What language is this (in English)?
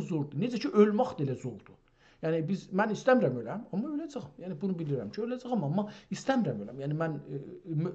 South Azerbaijani